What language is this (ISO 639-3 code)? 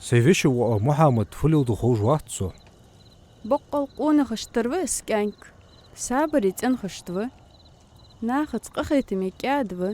inh